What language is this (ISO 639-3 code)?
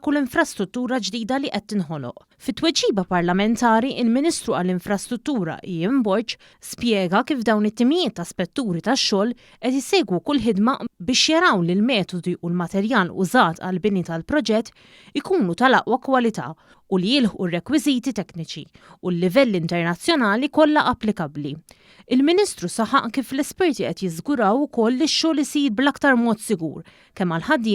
mlt